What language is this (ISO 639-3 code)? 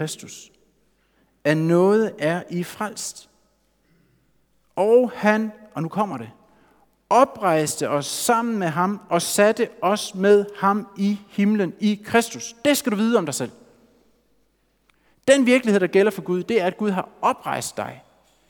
dan